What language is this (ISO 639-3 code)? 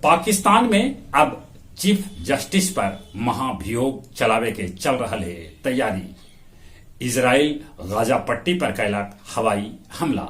mag